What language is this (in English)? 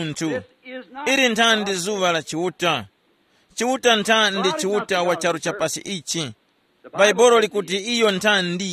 Tumbuka